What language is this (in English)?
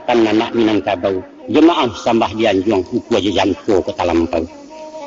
Minangkabau